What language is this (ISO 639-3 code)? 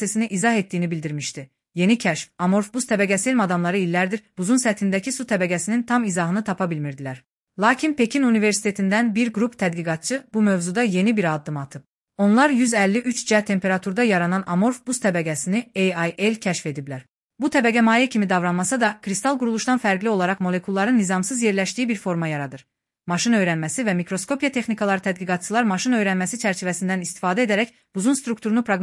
aze